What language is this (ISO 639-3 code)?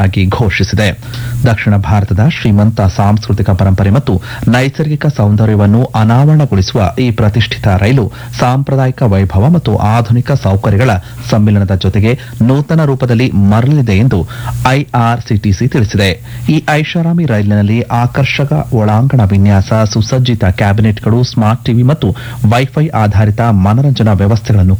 kan